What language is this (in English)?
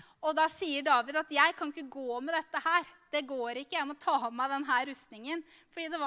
Norwegian